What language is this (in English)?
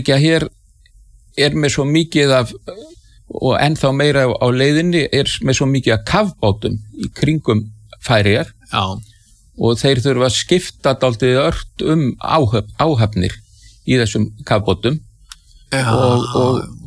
Icelandic